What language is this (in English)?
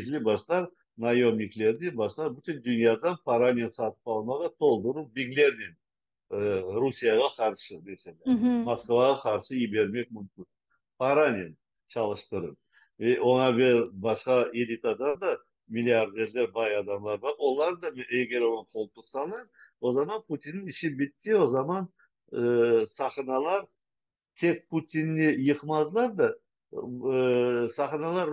Crimean Tatar